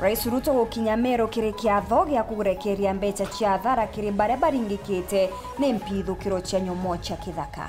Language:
Meru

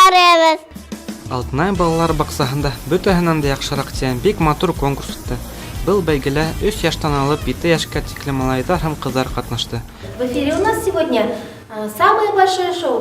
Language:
Bashkir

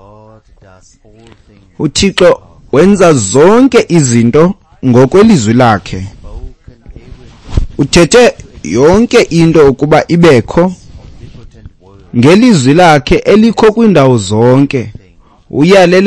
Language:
Xhosa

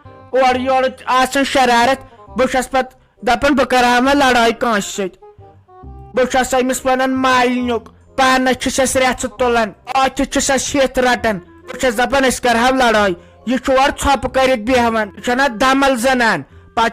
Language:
Kashmiri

